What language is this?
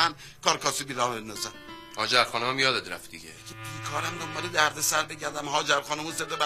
Persian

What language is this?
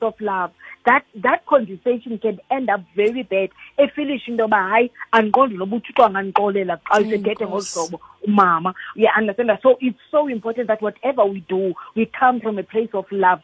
Xhosa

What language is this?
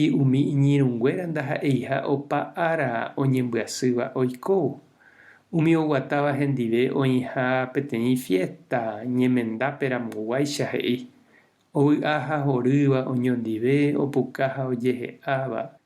Guarani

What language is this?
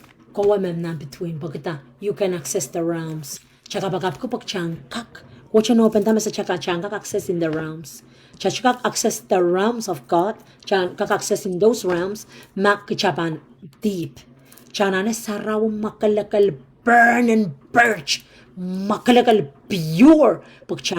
Pohnpeian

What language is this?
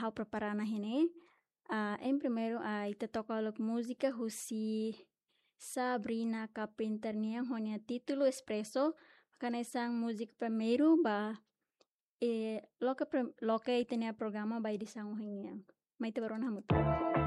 Tetum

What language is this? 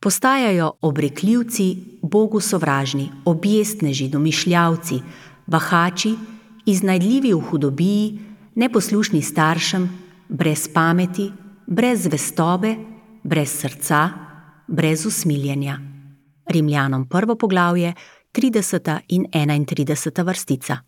Slovenian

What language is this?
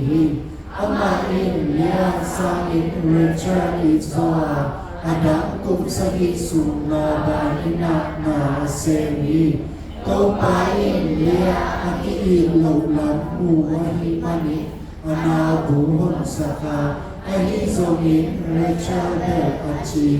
Tedim Chin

